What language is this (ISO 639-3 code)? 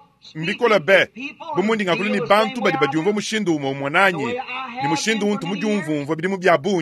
lua